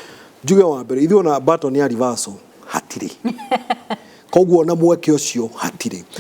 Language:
Kikuyu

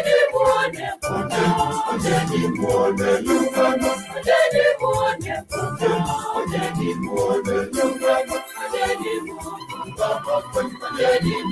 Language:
Masai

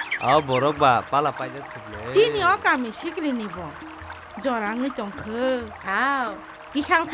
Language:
Kok Borok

